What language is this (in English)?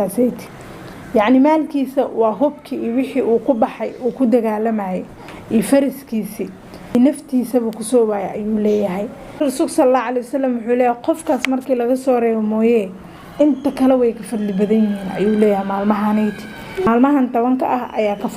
Somali